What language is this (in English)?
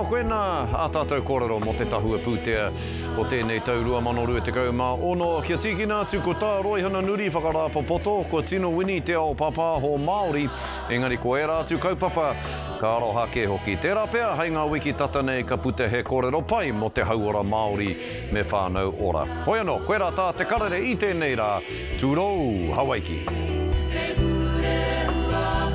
Māori